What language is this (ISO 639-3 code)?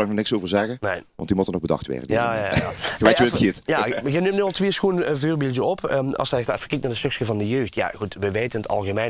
lim